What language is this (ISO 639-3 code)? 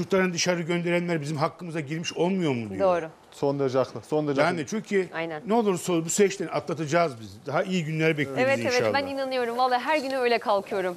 tur